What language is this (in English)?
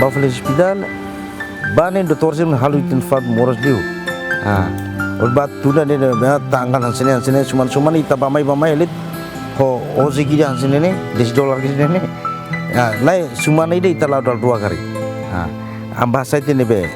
Tetum